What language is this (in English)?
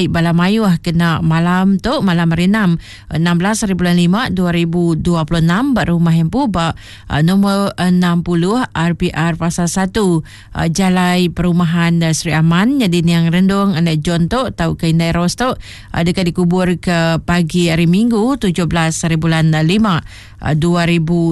Iban